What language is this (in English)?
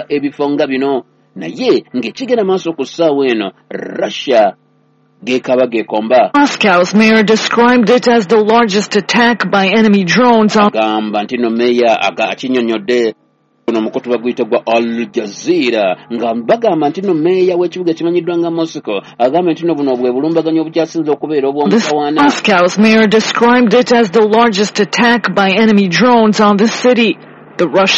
Ganda